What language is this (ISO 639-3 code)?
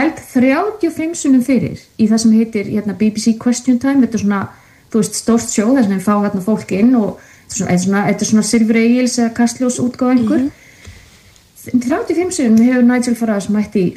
isl